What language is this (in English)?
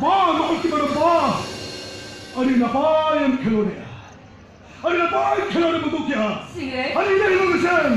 Santali